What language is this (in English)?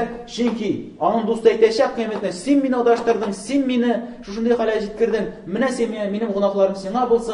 Tatar